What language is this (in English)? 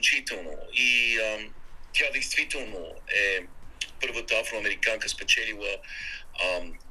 Bulgarian